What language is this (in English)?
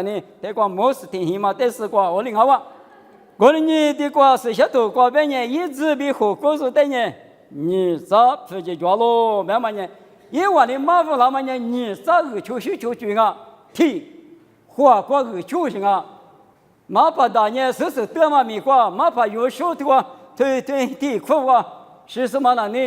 Lisu